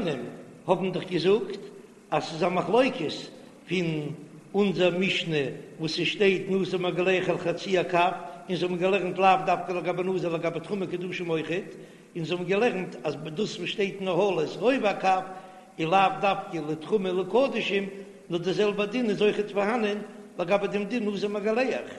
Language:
Yiddish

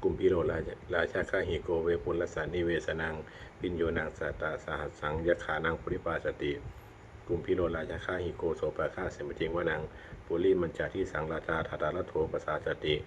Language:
Pali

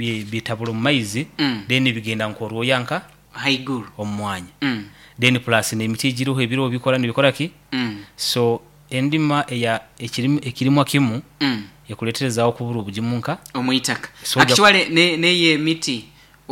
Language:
Nyoro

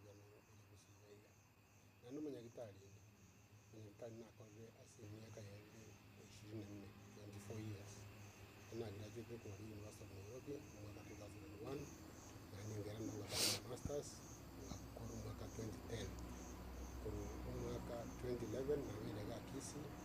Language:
Gusii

